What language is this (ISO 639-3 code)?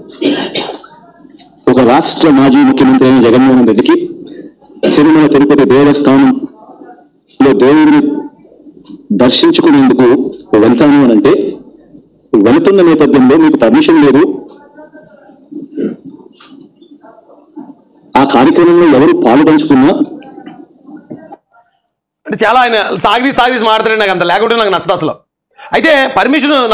tel